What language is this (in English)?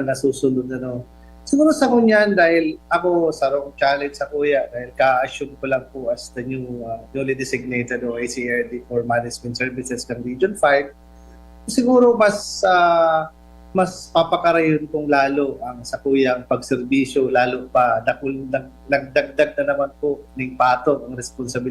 Bikol